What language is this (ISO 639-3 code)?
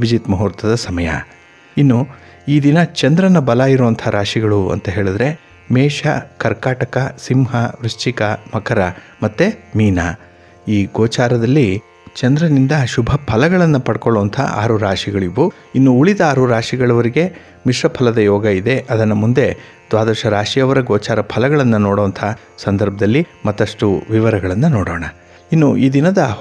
kan